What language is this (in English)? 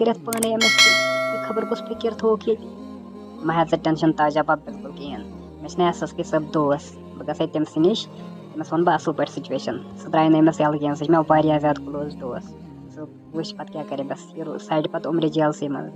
Kashmiri